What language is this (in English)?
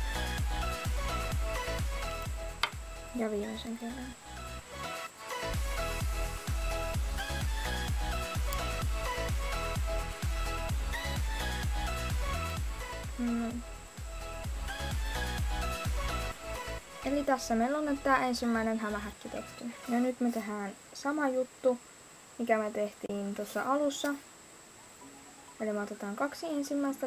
Finnish